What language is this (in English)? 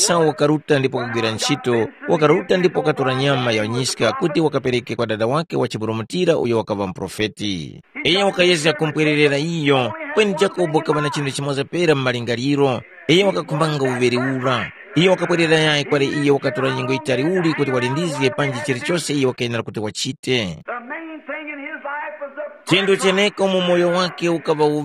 Tumbuka